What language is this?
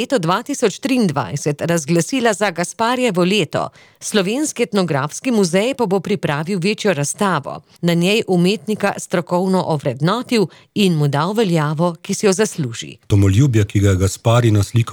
Slovenian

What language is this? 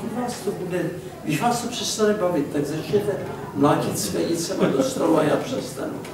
Czech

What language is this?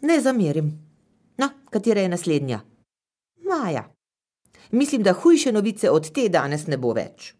Slovenian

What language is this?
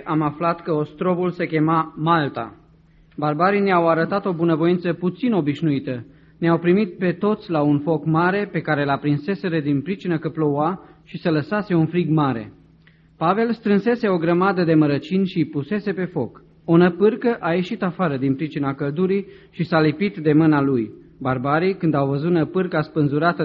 Romanian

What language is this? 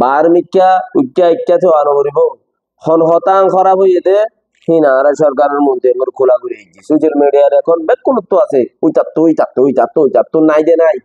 Rohingya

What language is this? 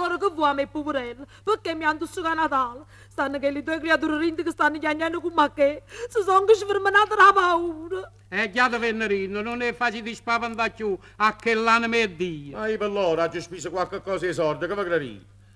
Neapolitan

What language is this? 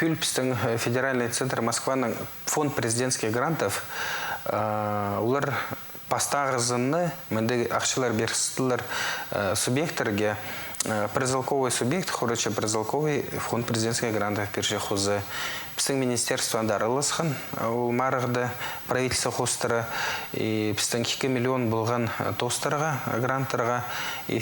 Khakas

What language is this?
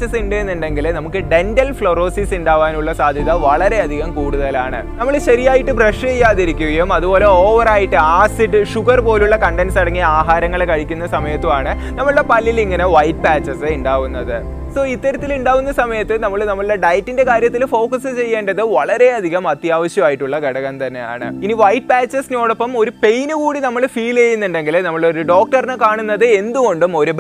Malayalam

